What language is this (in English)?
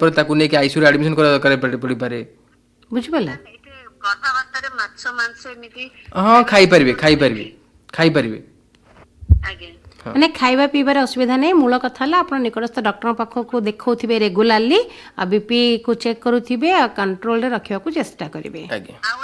Odia